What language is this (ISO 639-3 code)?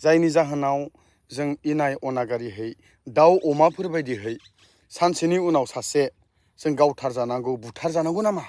brx